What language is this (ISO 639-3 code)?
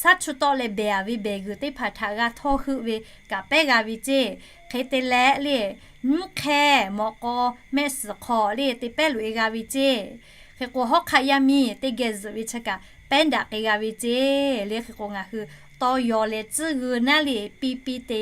lhu